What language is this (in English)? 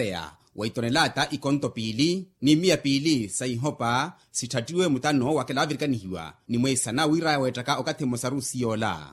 Makhuwa